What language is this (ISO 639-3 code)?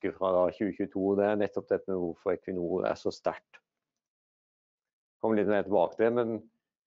nor